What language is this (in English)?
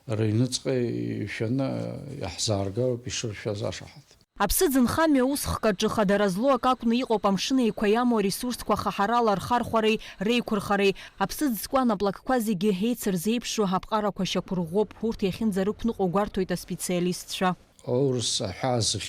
Abkhazian